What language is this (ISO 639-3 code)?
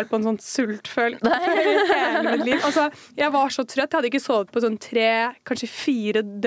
nor